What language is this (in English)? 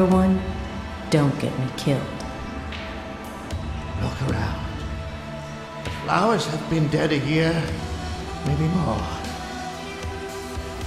English